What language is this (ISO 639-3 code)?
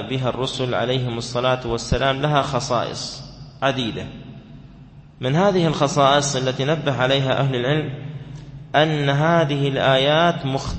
ara